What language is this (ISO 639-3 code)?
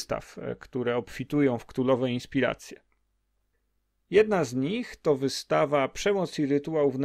pol